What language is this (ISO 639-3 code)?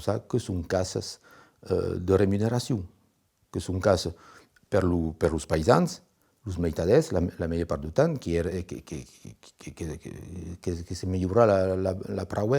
oci